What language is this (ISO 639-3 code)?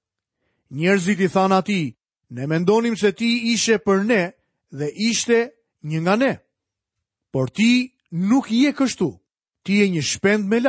sqi